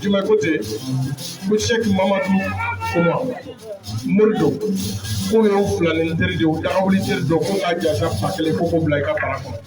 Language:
Bambara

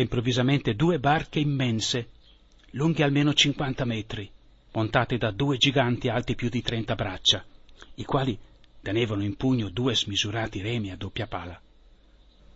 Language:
Italian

